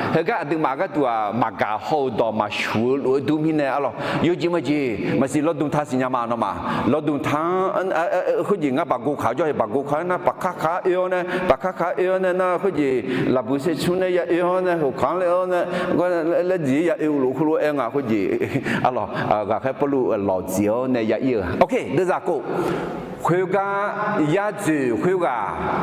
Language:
Akha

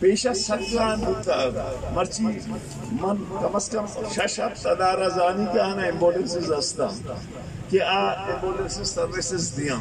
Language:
Eastern Balochi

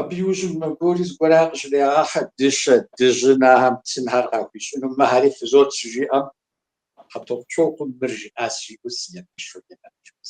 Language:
Kabardian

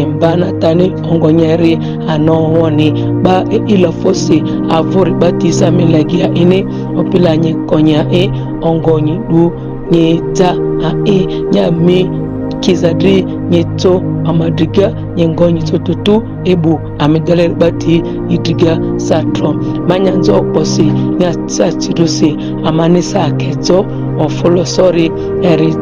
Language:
Ma'di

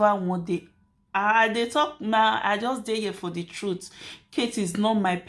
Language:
Nigerian Pidgin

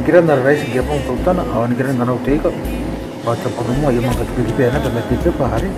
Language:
Gilbertese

